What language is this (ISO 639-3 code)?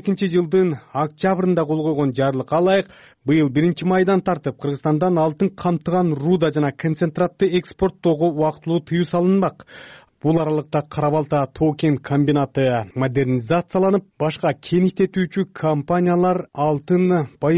kir